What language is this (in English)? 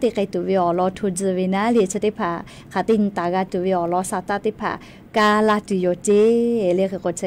Lahu